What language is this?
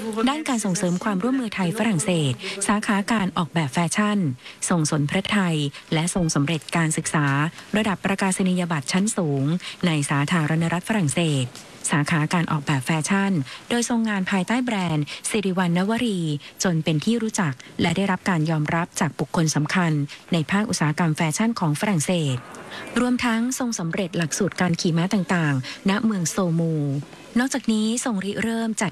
Thai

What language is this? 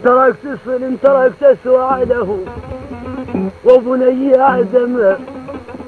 Arabic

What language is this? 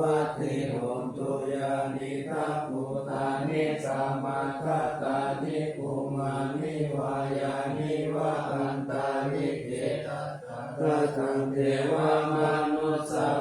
Pali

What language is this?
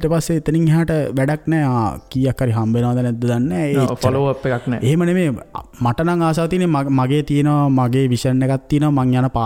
Sinhala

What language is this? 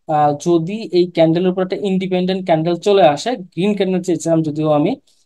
Bangla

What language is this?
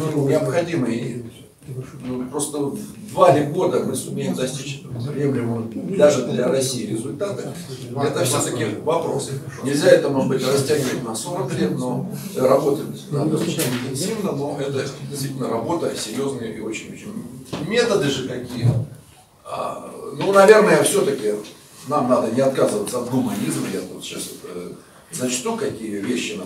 Russian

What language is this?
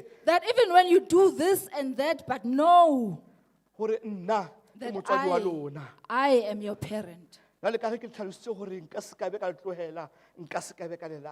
Southern Sotho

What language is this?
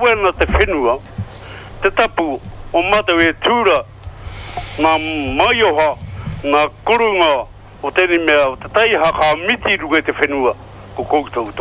Māori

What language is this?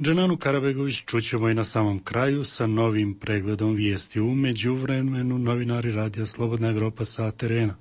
Bosnian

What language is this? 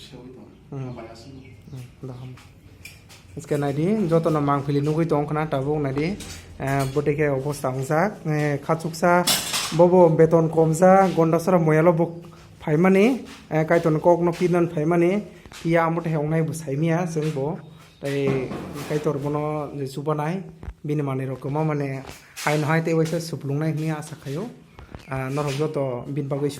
Kok Borok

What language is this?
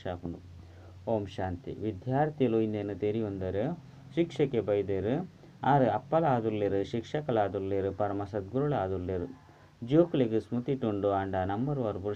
Tulu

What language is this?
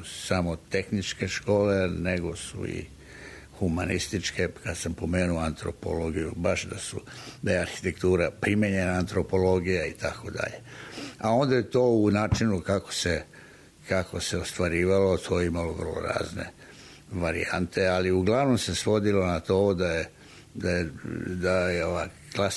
Serbian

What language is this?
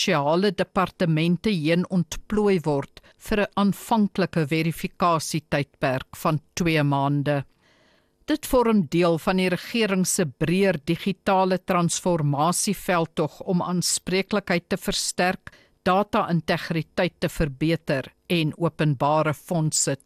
Afrikaans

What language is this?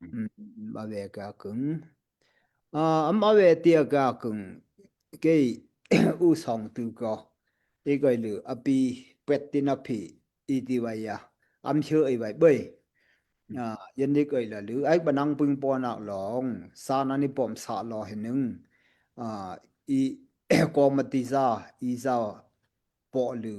Daai Chin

